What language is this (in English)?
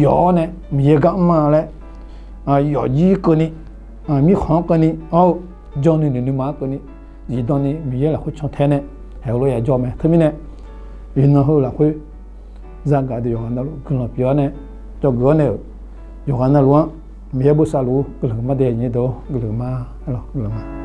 Akha